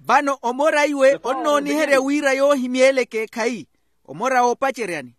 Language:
Makhuwa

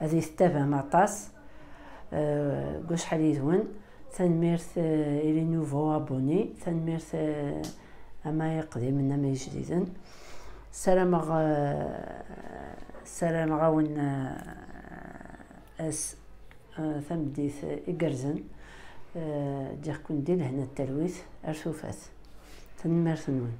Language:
Kabyle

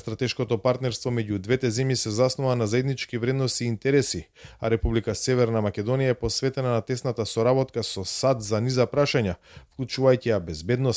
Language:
Macedonian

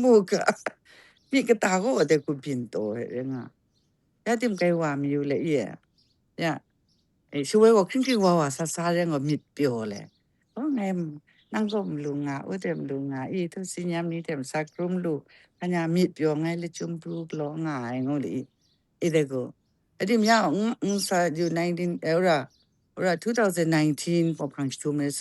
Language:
Kachin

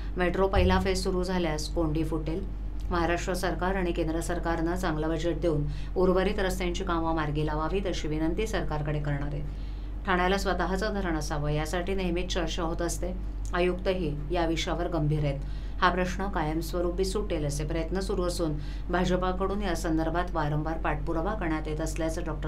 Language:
Marathi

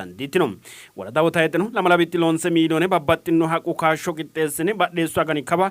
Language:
Sidamo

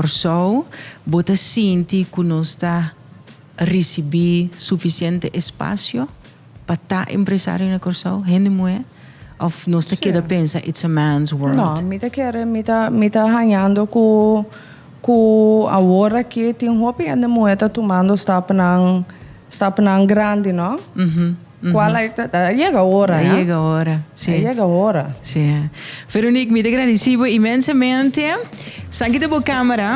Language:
Papiamento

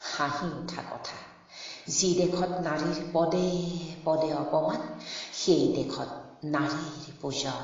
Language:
Assamese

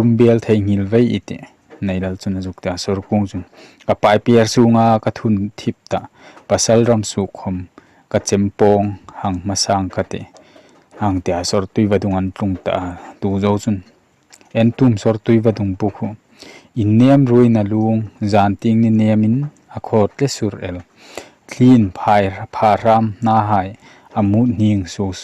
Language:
Hmar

